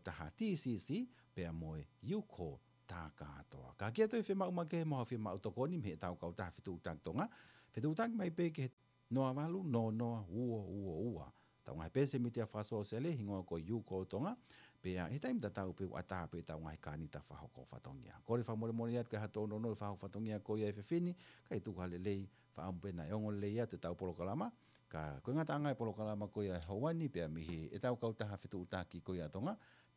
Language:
Tongan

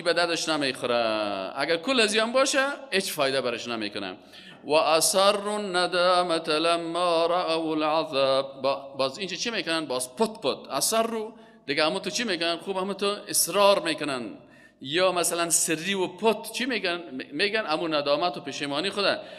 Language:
Persian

